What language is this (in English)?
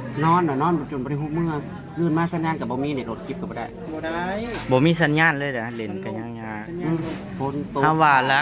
Northeastern Thai